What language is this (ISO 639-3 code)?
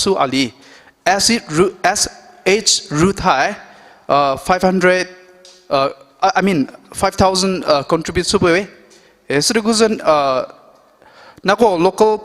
pmx